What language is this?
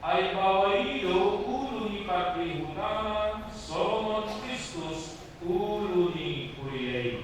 Batak Toba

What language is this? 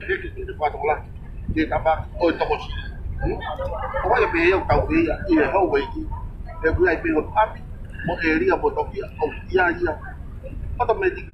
Tongan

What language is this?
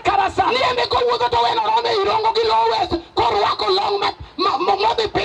Luo (Kenya and Tanzania)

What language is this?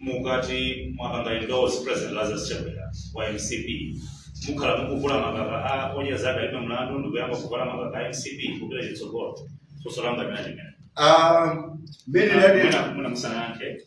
Nyanja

